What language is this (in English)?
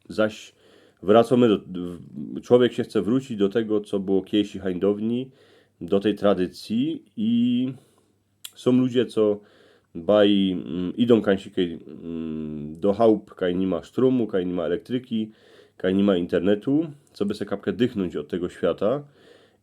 Silesian